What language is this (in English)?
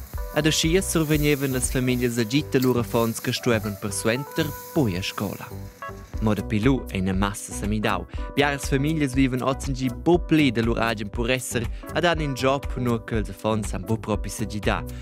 Romansh